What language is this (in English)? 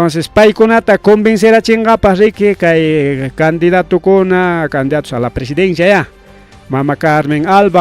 Ayacucho Quechua